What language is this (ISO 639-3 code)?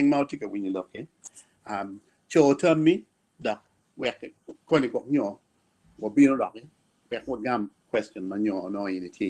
ach